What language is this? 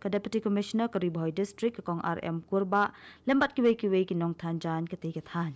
Khasi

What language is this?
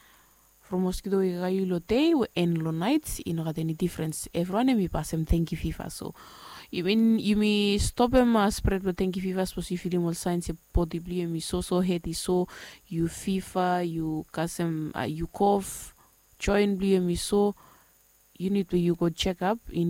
Bislama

